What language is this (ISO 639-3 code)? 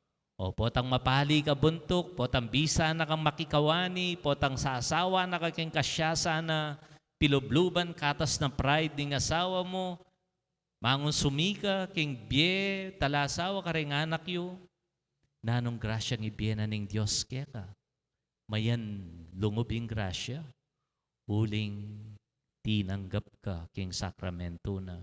pam